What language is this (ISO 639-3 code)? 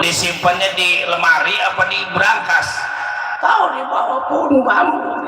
bew